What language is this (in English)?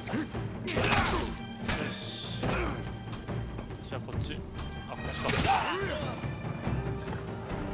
Japanese